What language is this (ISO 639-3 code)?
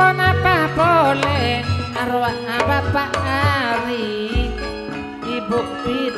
mad